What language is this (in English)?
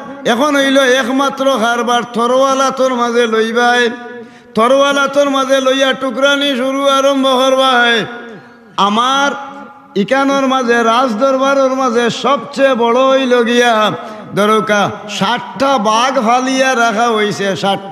Sylheti